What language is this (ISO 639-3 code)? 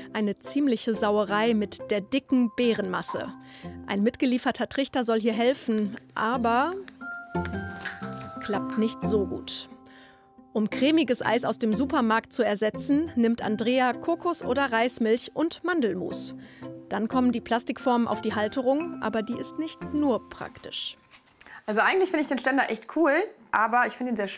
deu